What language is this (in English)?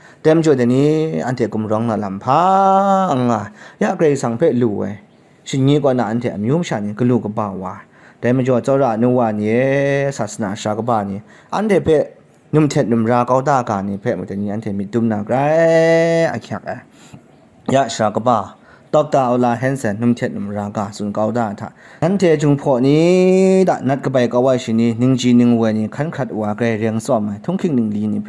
Kachin